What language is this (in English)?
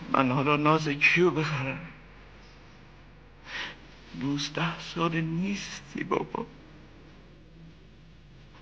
Persian